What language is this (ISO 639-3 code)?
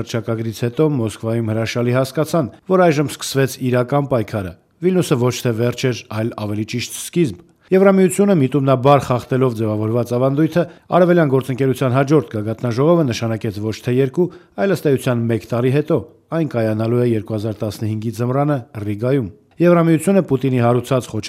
hye